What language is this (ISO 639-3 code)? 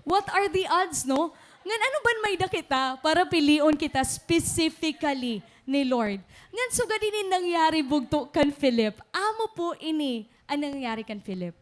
war